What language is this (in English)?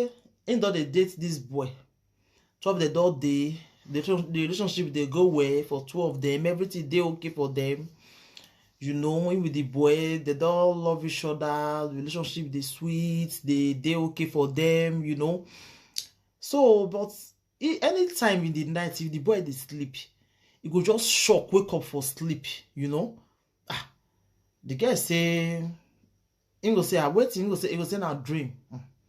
Nigerian Pidgin